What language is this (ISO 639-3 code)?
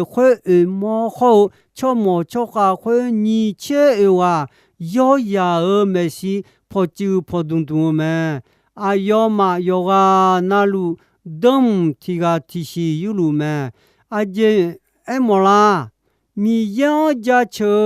ahk